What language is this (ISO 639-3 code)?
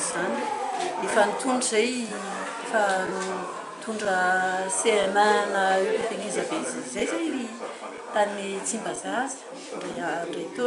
mlg